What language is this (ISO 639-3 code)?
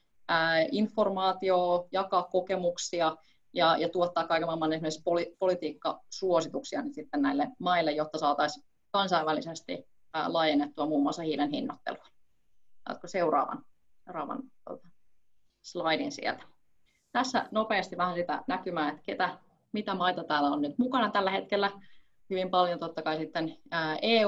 fin